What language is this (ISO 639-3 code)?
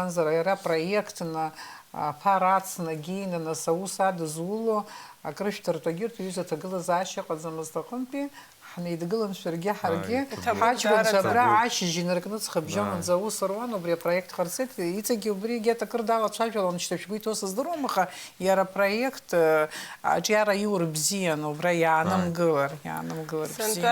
abk